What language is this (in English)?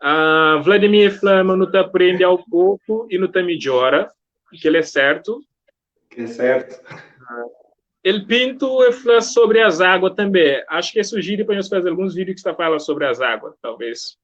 Kabuverdianu